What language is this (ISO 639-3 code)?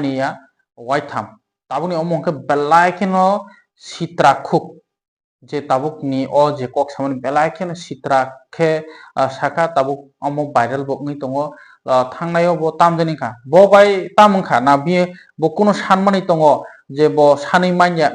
trp